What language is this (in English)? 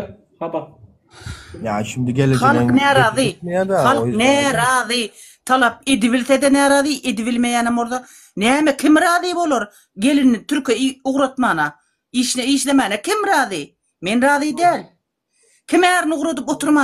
Turkmen